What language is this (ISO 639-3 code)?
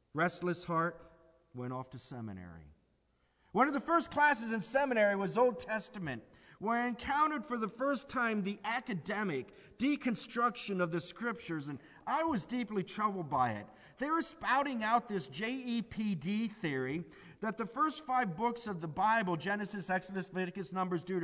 eng